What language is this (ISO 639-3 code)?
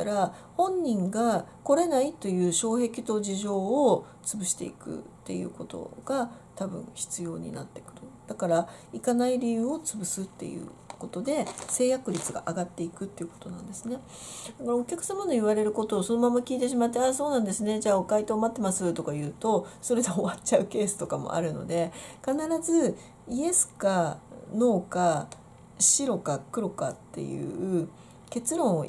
jpn